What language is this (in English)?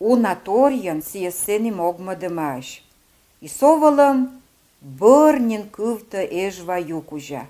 Komi